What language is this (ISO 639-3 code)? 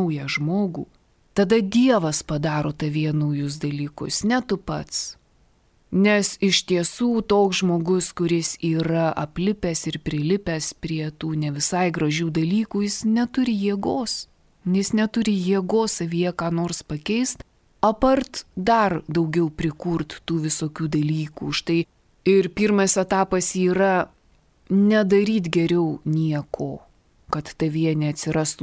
lit